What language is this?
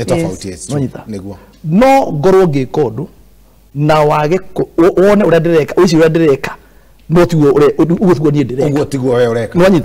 Kikuyu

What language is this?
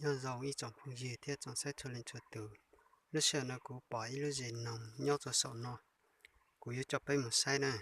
Hmong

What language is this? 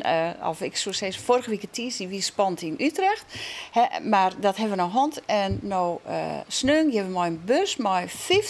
Western Frisian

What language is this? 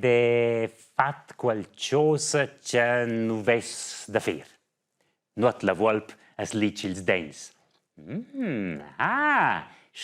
Romansh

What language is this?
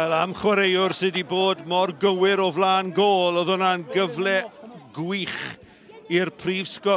Welsh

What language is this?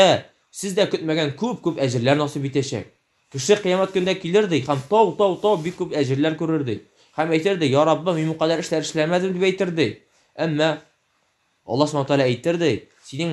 Tatar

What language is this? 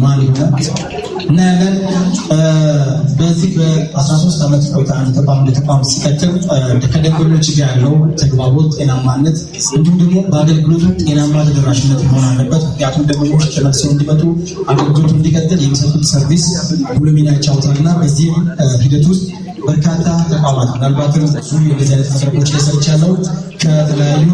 Amharic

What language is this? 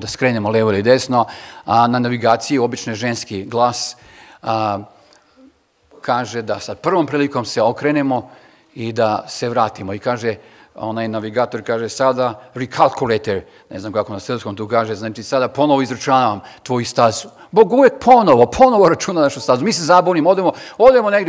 Serbian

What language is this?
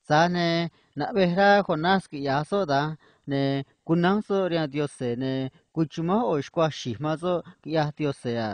Copala Triqui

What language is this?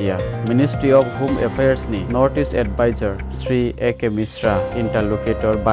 Riang (India)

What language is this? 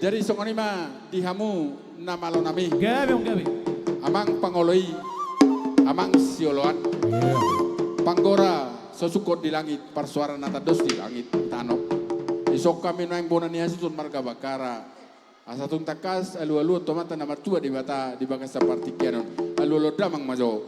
Batak Toba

